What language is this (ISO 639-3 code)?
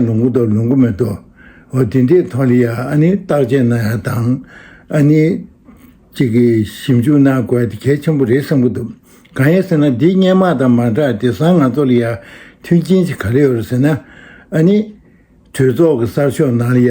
bod